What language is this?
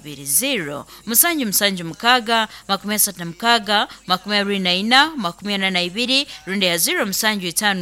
Nyoro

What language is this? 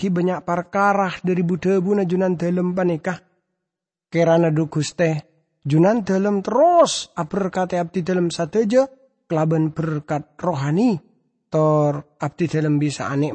Madurese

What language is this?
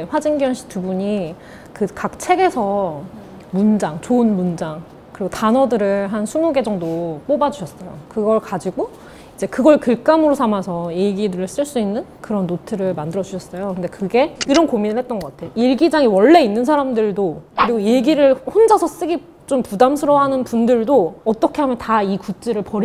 Korean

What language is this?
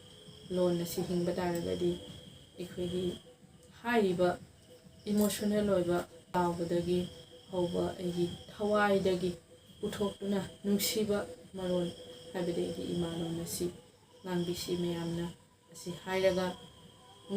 Manipuri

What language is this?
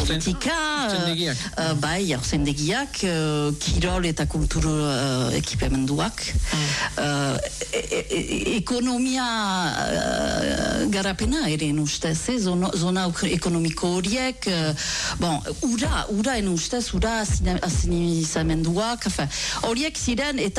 Basque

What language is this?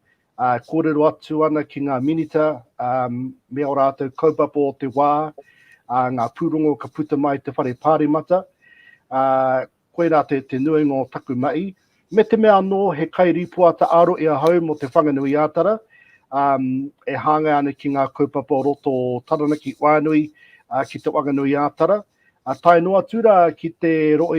Māori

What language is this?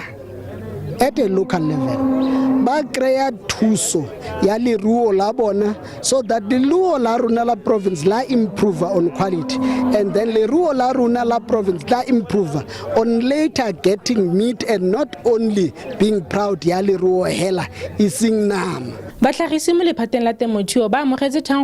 Tswana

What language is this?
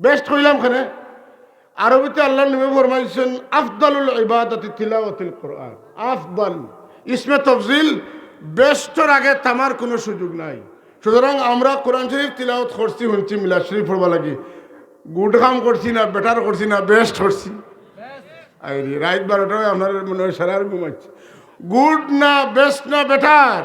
Sylheti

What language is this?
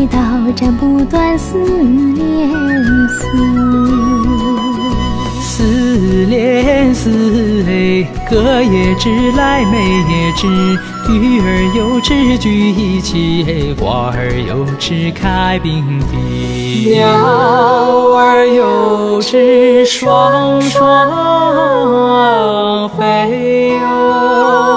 Chinese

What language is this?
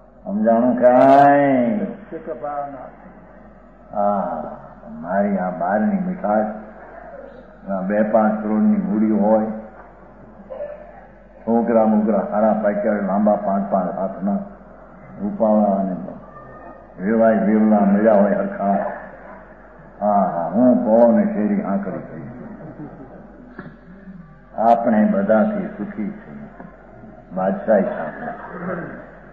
Gujarati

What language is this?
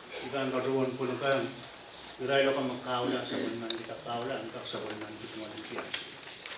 Pohnpeian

